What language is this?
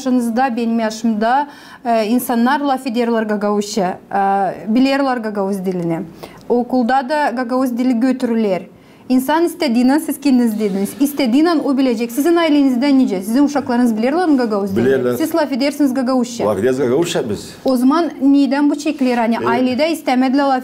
Gagauz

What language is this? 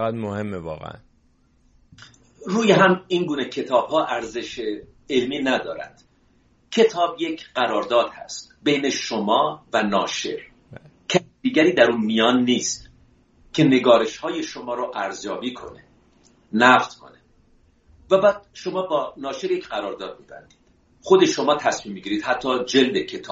Persian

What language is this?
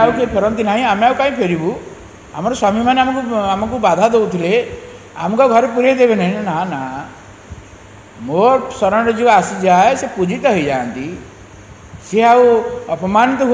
Odia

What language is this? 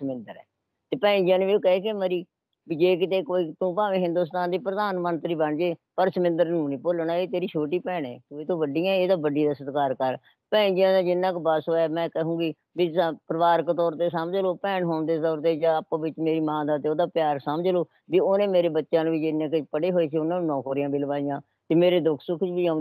Punjabi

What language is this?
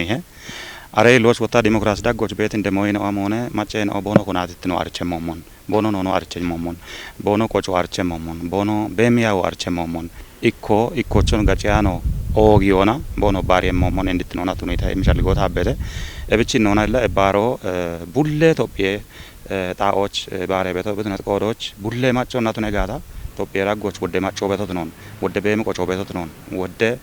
Kafa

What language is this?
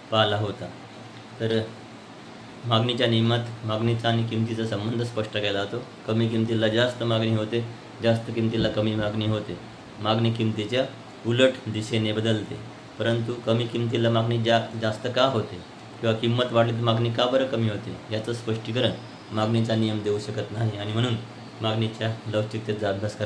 Marathi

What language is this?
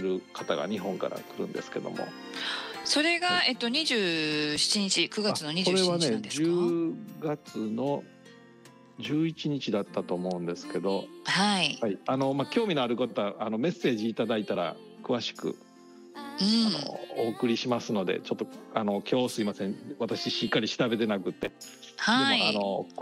Japanese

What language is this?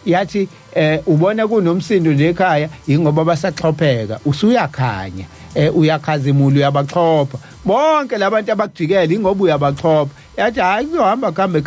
Zulu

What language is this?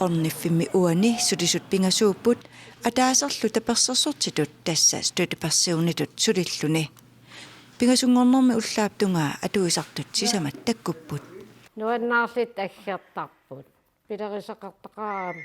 Kalaallisut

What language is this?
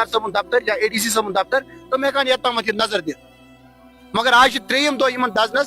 Kashmiri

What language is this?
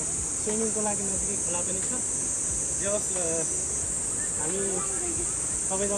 Nepali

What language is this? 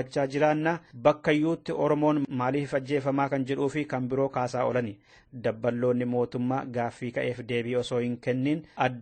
Oromo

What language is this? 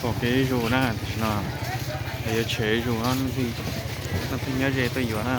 Hmong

